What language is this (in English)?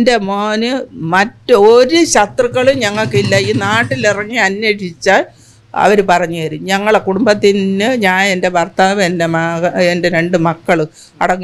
Malayalam